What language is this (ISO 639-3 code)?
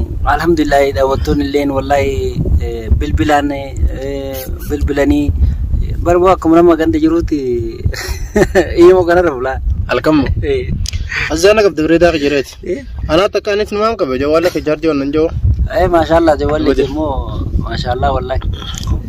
orm